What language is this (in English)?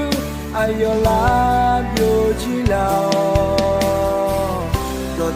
Akha